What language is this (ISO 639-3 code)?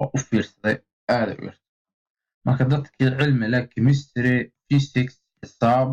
som